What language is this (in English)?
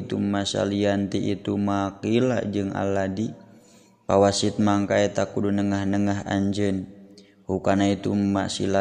Sundanese